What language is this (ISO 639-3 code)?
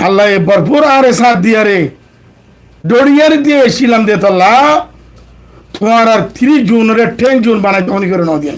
rhg